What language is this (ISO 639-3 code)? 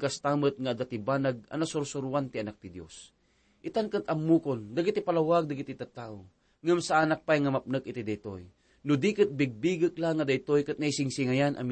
ilo